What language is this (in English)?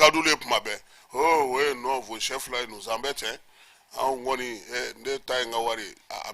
Bambara